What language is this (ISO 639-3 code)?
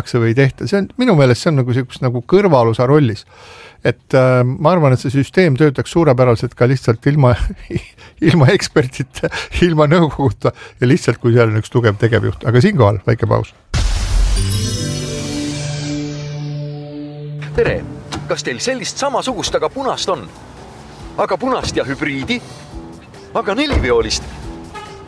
est